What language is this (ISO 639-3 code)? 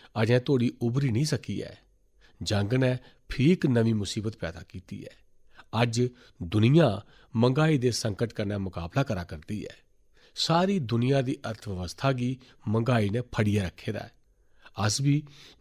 doi